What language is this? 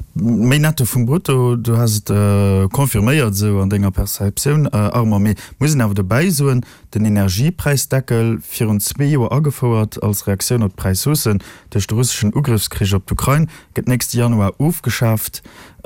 Luxembourgish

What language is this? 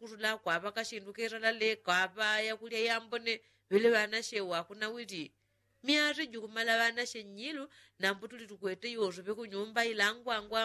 Yao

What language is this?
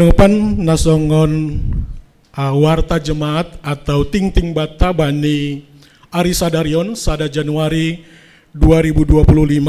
Batak Simalungun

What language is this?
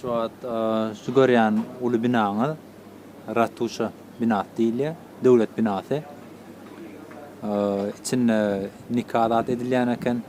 Turkmen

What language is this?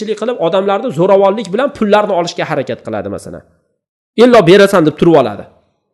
Uzbek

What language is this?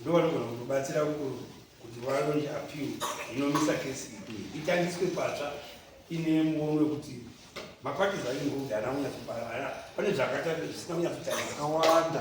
Shona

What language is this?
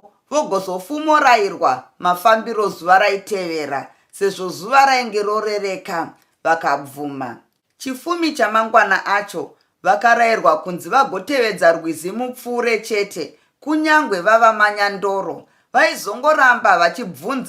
Shona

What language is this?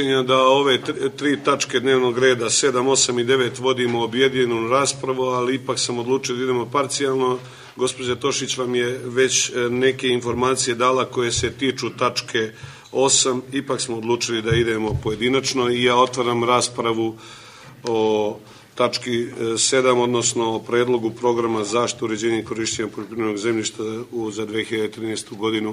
Serbian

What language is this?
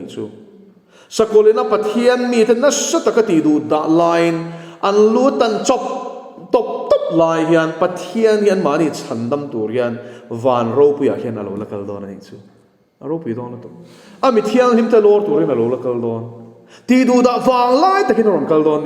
Mizo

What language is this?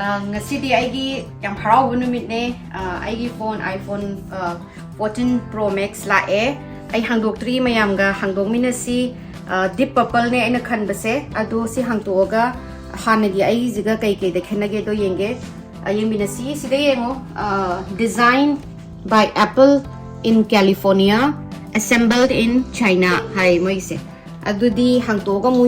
Manipuri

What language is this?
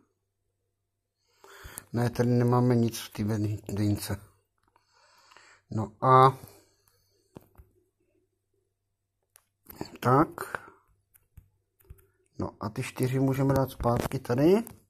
Czech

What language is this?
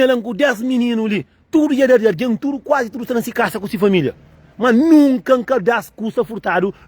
Kabuverdianu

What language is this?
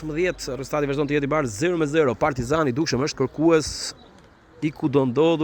Albanian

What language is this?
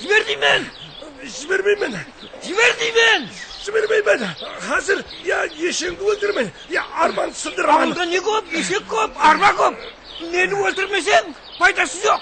Kara-Kalpak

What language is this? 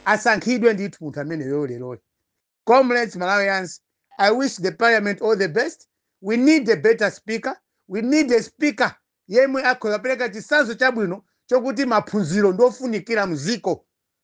Nyanja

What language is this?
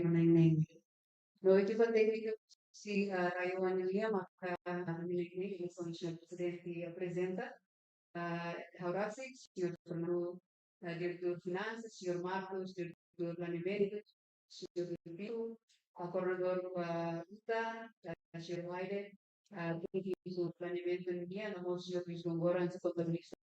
Tetum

